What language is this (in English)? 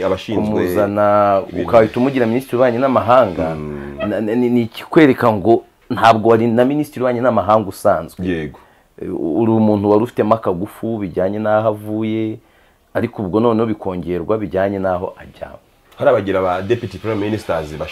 Kinyarwanda